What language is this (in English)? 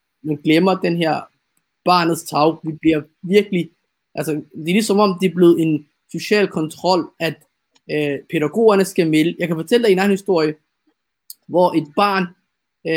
Danish